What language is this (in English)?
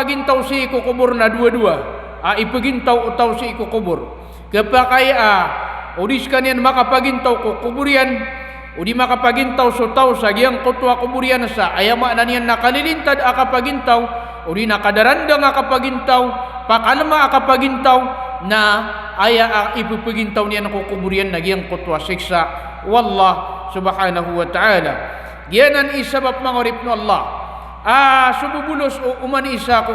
Maranao